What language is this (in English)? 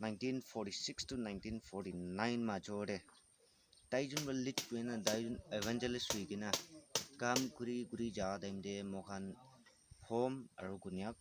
Naga Pidgin